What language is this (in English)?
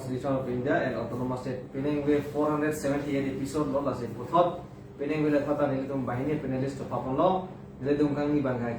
Karbi